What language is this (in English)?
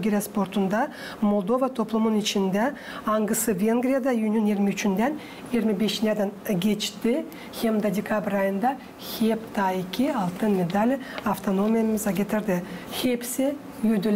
Gagauz